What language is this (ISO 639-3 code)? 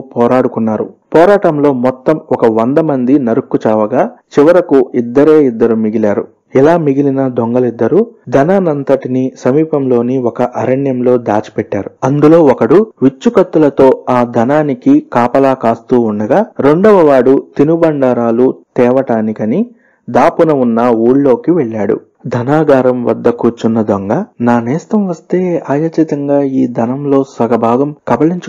tel